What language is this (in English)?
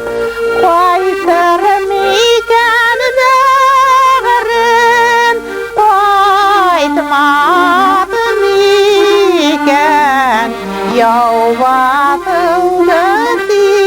Bashkir